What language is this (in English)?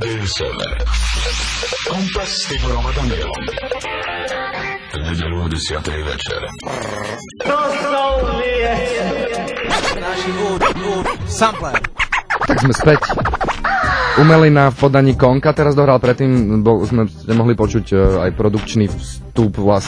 Slovak